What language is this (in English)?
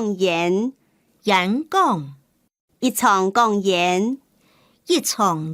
Hakka Chinese